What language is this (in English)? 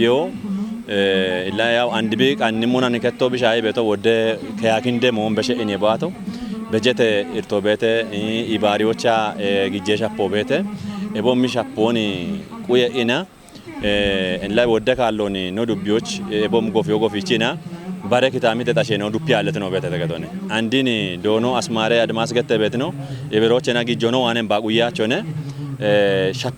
Kafa